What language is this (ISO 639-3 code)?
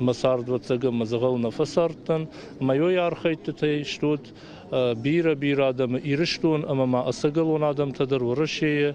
oss